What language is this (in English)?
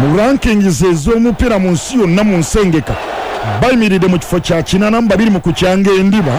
Ganda